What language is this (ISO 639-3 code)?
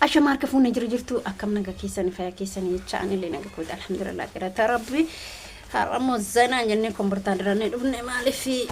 orm